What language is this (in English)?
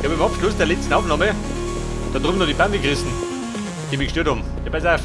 Bavarian